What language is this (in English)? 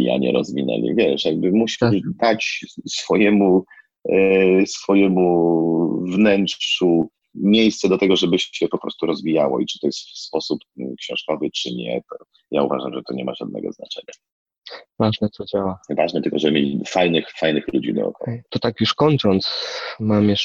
Polish